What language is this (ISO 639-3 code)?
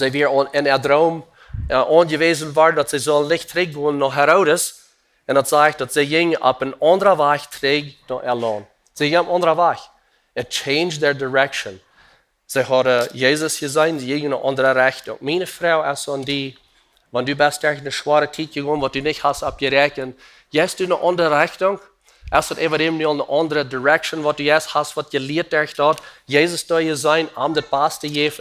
pdt